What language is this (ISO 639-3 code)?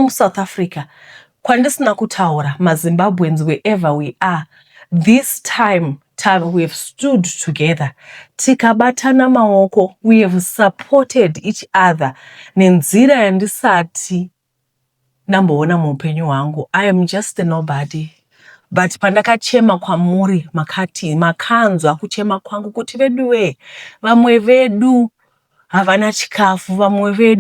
sna